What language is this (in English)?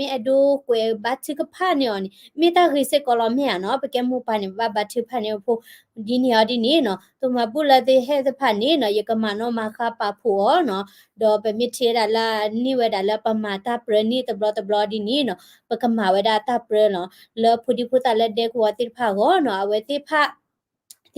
S'gaw Karen